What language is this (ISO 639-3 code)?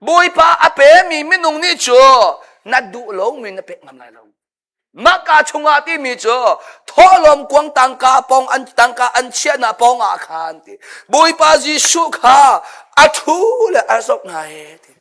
cnh